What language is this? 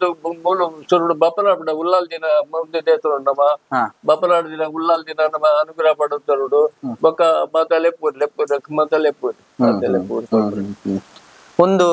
Tulu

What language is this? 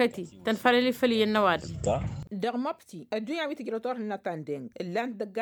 Tamasheq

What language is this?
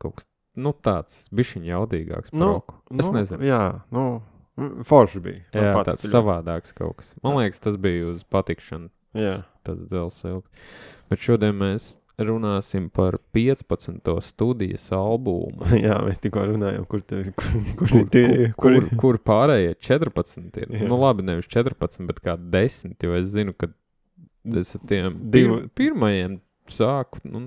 Latvian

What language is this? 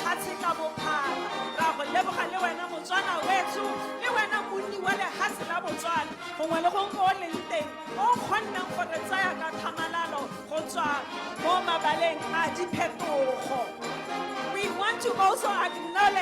Tswana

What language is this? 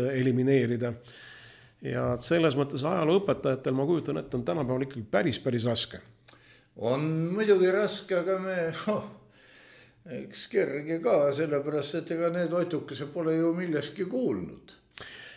Estonian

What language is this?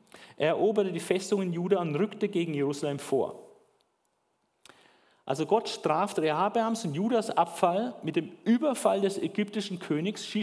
German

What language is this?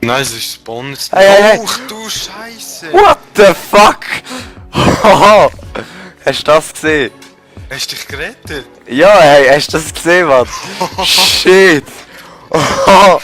Swiss German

